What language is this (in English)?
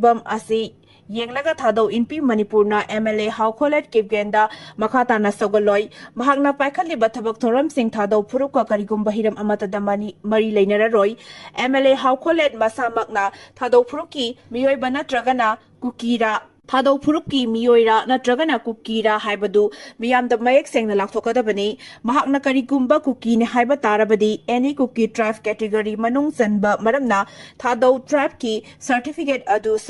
Manipuri